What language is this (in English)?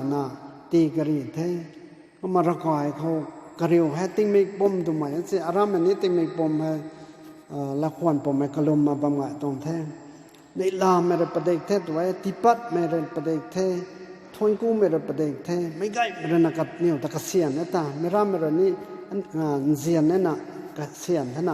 Rongmei Naga